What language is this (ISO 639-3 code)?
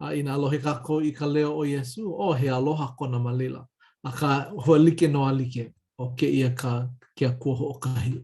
haw